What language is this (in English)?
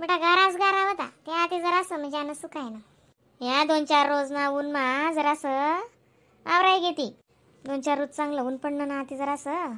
Khandesi